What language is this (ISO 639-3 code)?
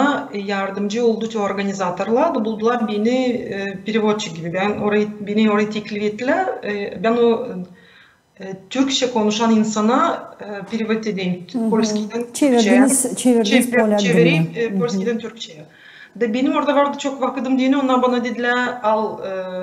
gag